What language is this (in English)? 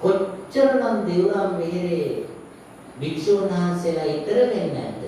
Sinhala